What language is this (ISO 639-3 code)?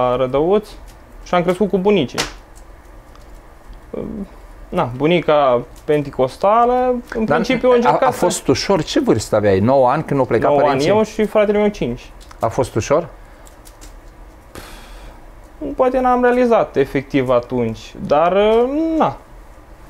ron